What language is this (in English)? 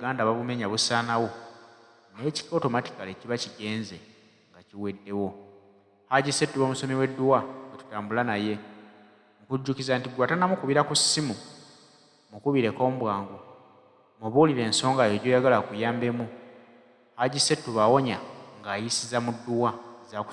Ganda